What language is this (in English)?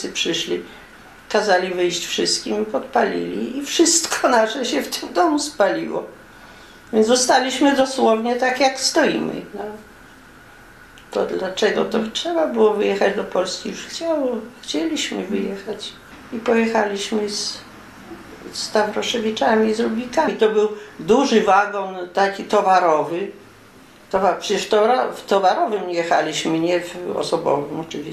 Polish